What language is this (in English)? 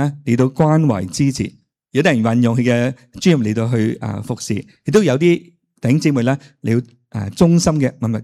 Cantonese